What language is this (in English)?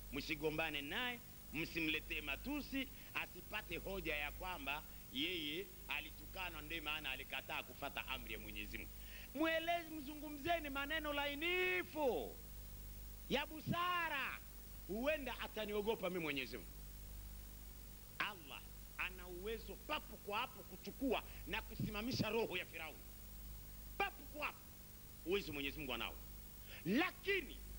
Swahili